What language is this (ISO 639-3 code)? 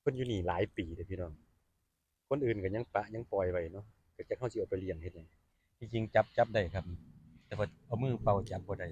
tts